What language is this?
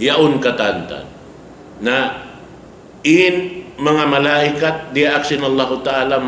Tausug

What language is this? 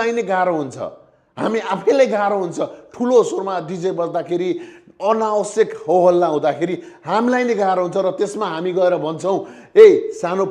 Nepali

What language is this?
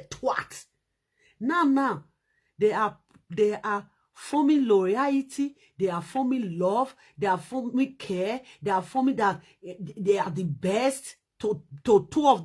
Nigerian Pidgin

